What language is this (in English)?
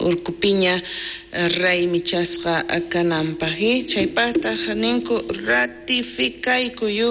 South Bolivian Quechua